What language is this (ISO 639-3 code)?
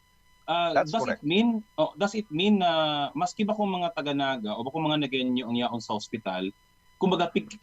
bik